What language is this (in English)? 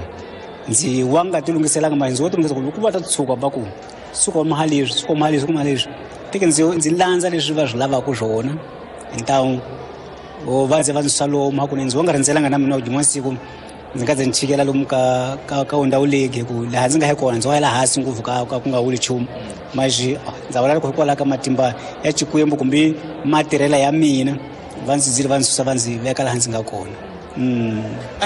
Tsonga